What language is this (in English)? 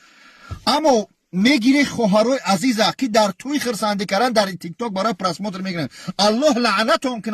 Tajik